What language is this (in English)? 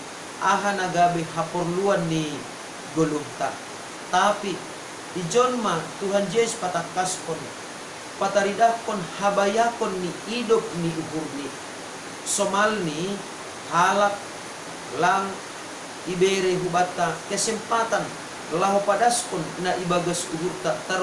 Batak Simalungun